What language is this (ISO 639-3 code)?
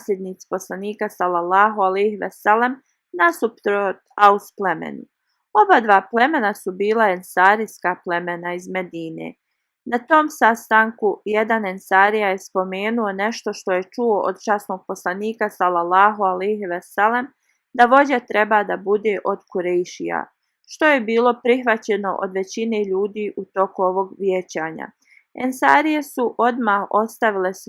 bos